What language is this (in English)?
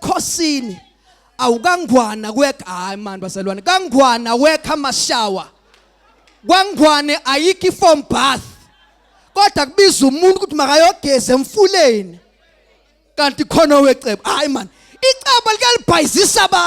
Zulu